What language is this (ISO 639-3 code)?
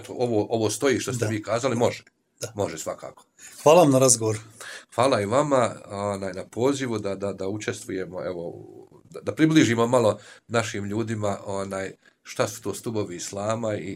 bos